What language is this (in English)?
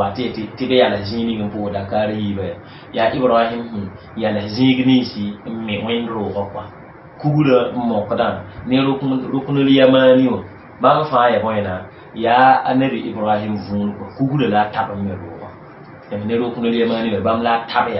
Mossi